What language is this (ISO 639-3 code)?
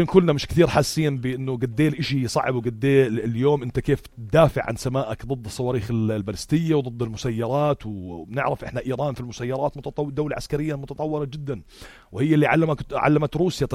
apc